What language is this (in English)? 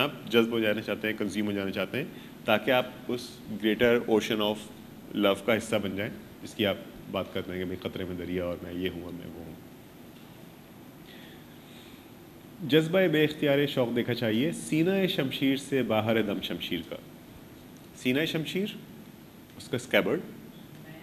Urdu